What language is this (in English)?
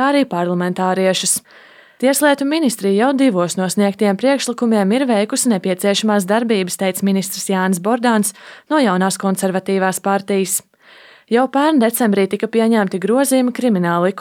Latvian